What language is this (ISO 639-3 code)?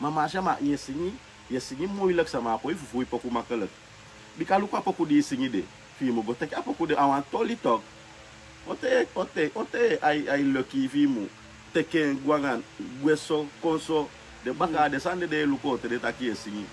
srn